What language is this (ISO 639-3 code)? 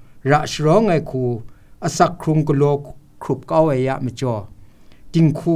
kac